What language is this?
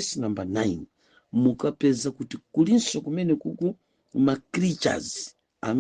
Nyanja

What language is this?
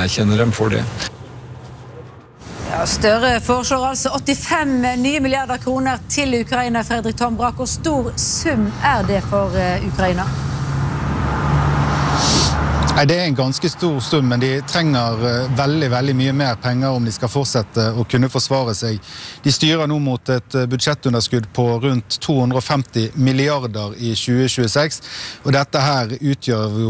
Norwegian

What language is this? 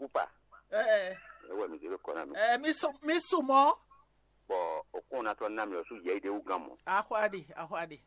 Fon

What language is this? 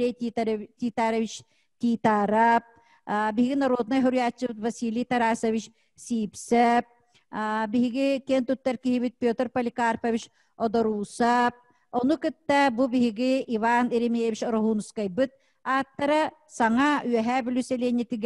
Yakut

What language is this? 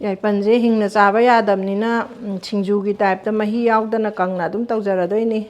Manipuri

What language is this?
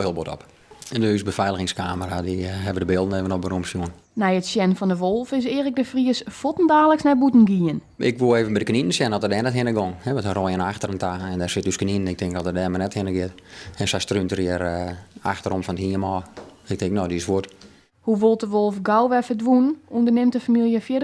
Western Frisian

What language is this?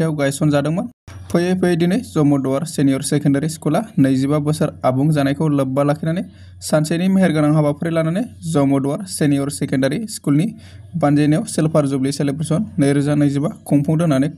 Bodo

